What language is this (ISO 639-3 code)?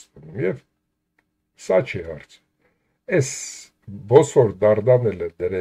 hye